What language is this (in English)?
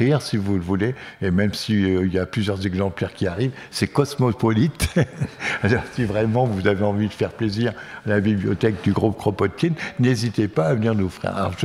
French